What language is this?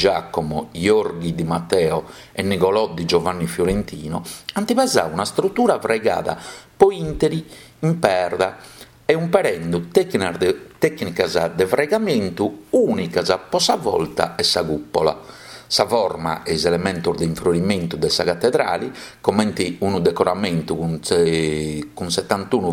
Sardinian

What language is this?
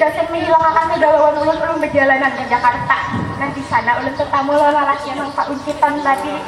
Banjar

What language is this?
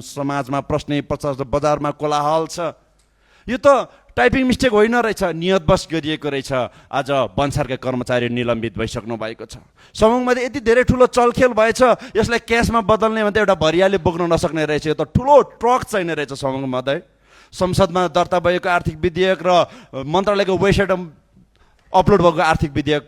Nepali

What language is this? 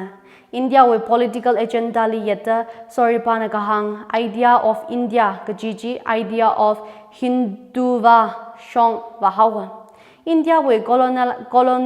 Tangkhul Naga (India)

